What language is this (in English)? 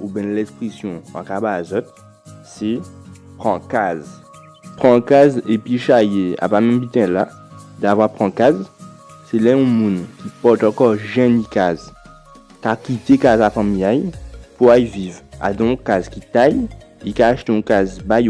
Guadeloupean Creole French